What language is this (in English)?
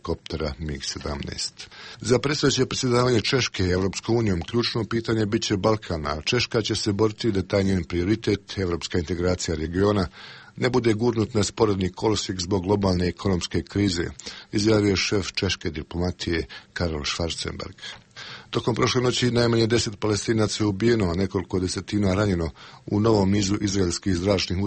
Bosnian